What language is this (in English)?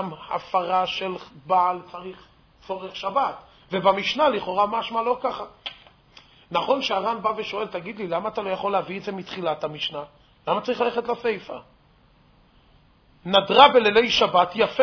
Hebrew